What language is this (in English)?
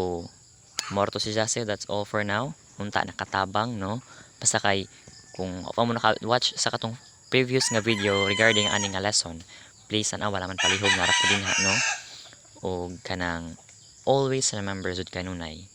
Cebuano